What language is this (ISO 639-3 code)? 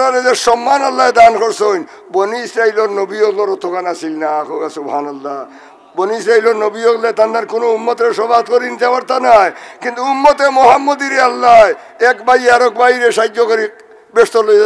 syl